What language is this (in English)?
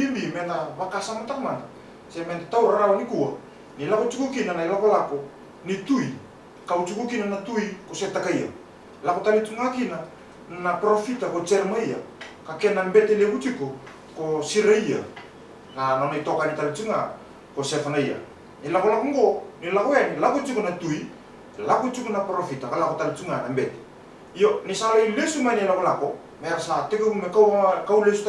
Fijian